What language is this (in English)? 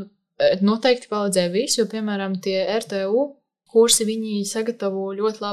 Latvian